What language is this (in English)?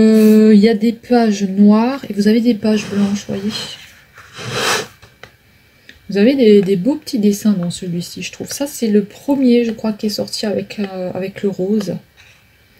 French